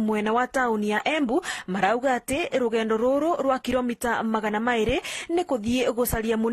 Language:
Meru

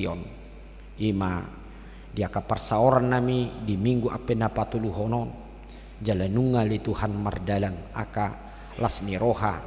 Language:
Batak Toba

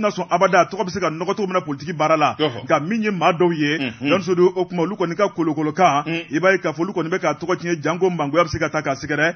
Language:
Bambara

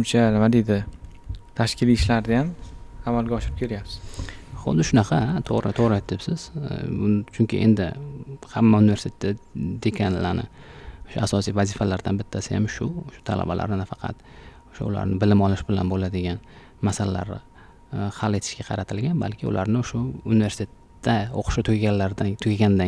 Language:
Uzbek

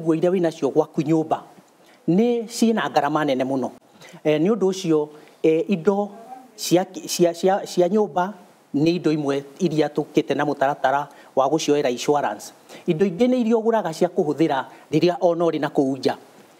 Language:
Kikuyu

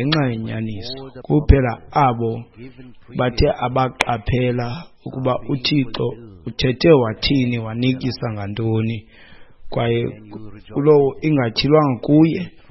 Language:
Xhosa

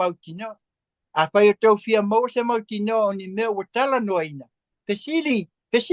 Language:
Samoan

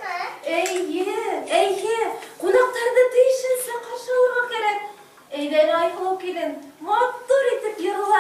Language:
Bashkir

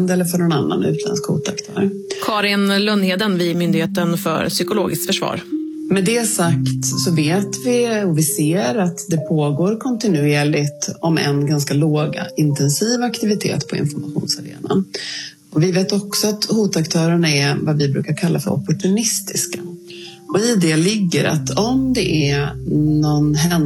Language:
Swedish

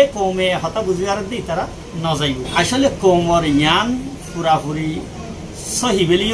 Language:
Rohingya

